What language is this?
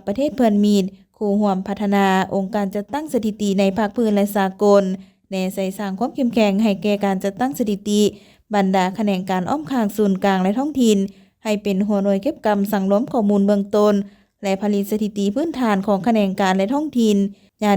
Lao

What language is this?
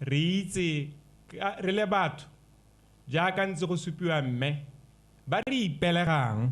Tswana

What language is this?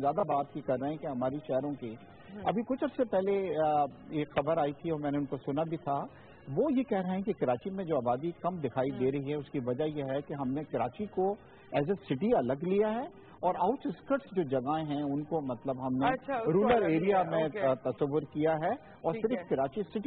Urdu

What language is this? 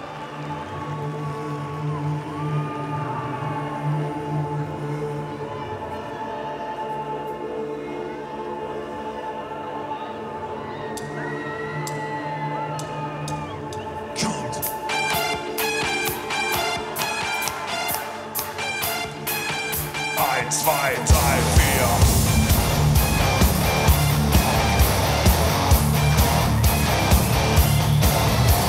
German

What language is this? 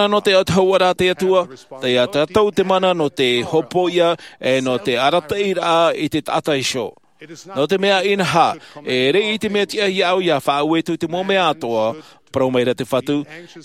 Tahitian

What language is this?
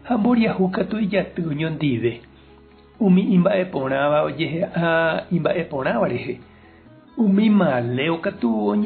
Guarani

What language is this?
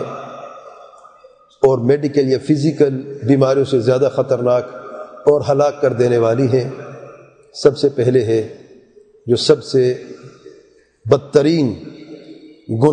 Urdu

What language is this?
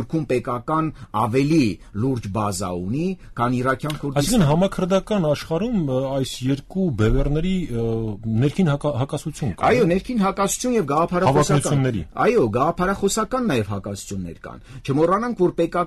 Armenian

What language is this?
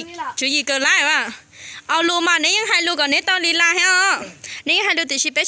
Hmong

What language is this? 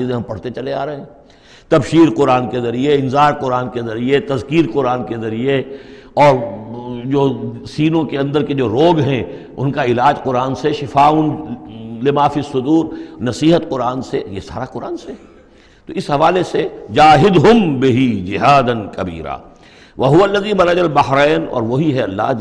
Urdu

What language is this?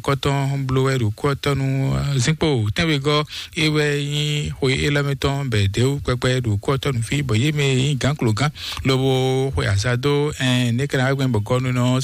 Fon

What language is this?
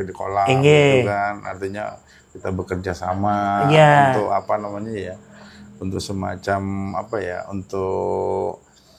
Banjar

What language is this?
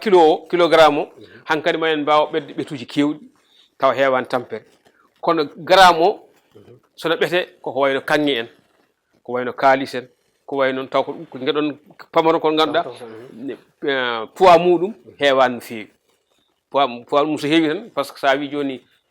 Fula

